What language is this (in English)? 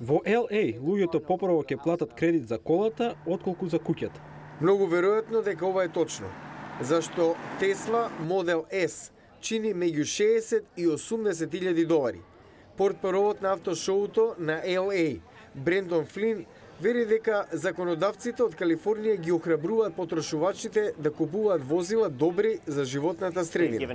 Macedonian